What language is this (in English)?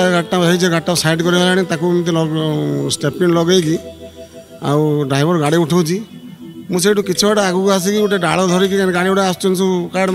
Odia